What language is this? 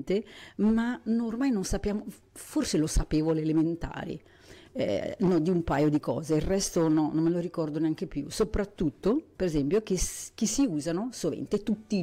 Italian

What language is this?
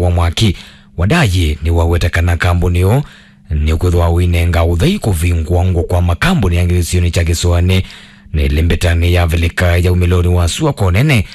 Kamba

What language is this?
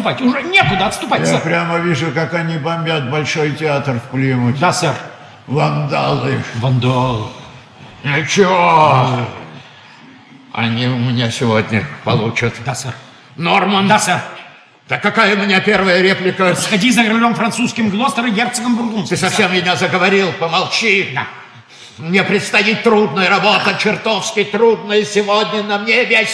Russian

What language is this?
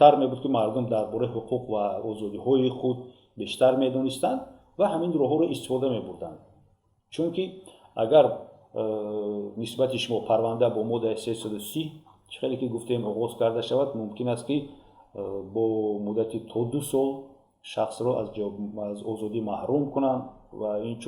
Tajik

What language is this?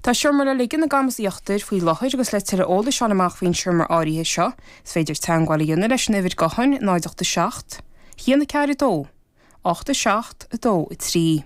Irish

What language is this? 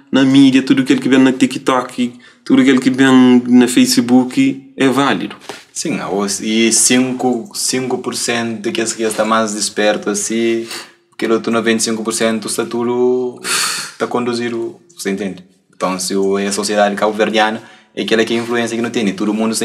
Kabuverdianu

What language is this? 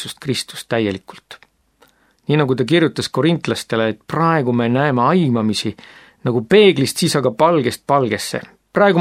Estonian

